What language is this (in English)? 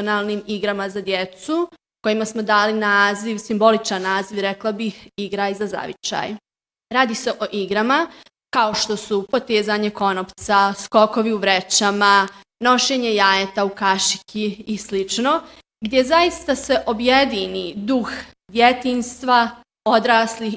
Bosnian